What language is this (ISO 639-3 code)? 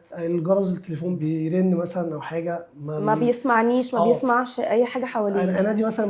arz